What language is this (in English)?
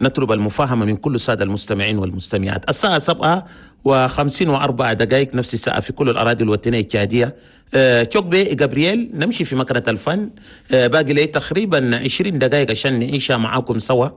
Chadian Arabic